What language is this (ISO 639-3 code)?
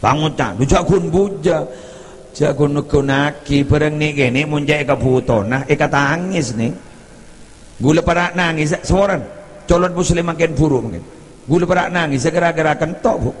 mad